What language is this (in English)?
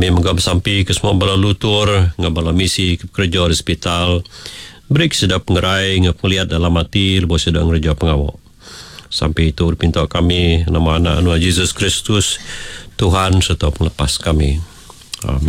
Iban